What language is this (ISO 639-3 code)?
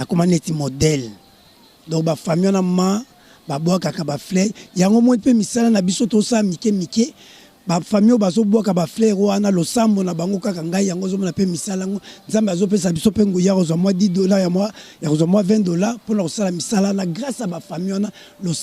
lin